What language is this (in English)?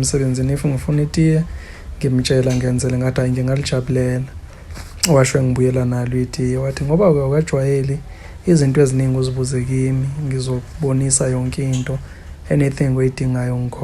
Zulu